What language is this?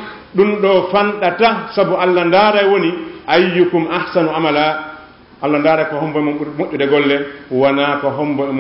Fula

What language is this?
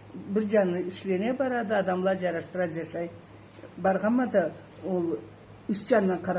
Karachay-Balkar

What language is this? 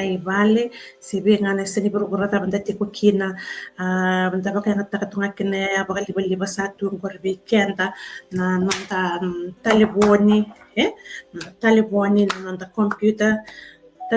Fijian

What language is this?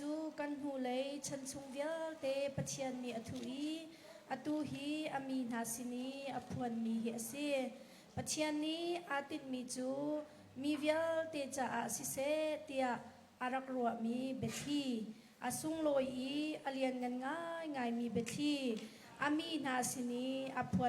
Hakha Chin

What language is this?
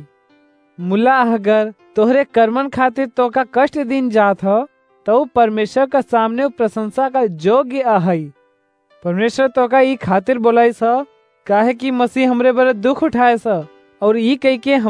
Awadhi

